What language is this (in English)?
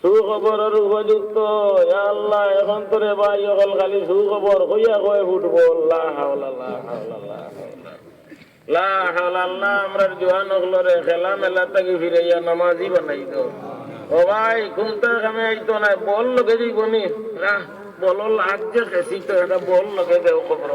Sylheti